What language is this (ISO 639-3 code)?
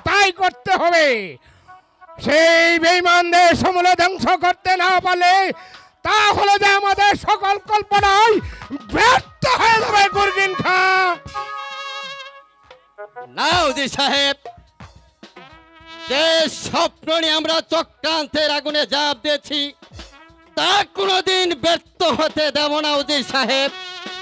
ben